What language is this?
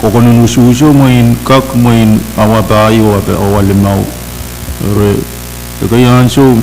Pohnpeian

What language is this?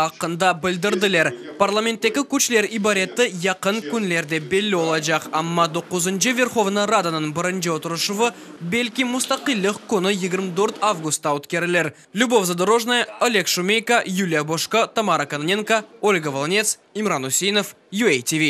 Crimean Tatar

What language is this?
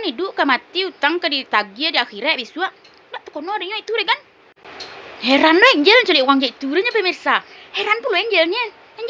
Minangkabau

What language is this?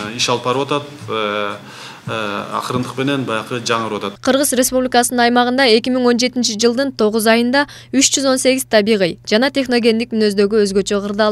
Kyrgyz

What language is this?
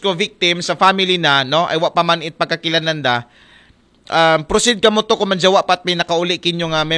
Aklanon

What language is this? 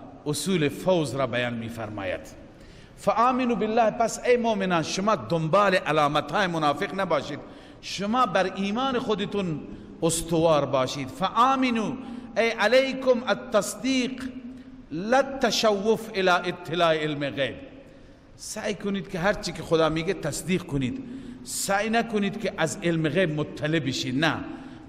Persian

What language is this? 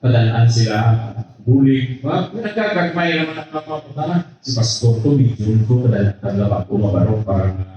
Hiligaynon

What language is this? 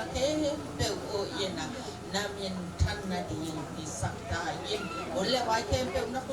Tedim Chin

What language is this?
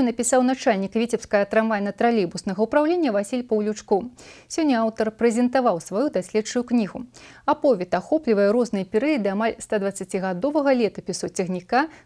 Belarusian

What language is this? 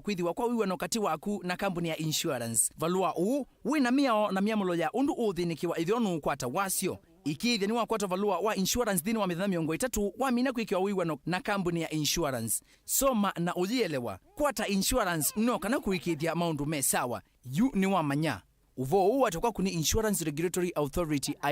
Kamba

